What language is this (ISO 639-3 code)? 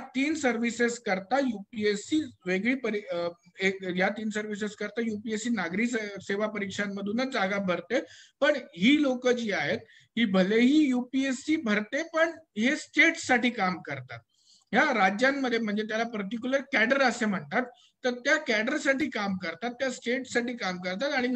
mar